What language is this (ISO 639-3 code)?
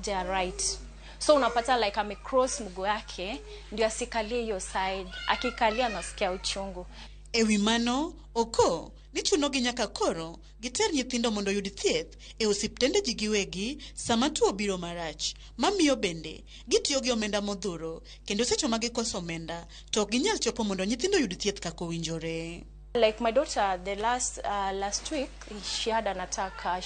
luo